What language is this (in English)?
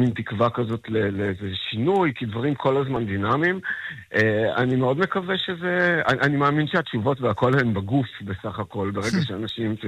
Hebrew